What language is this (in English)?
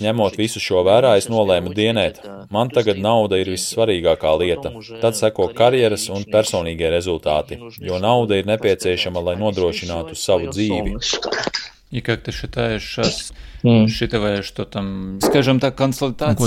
Latvian